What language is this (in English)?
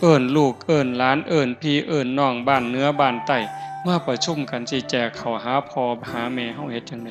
Northeastern Thai